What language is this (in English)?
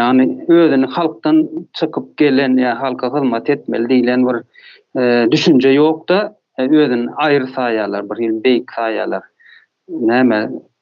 Turkmen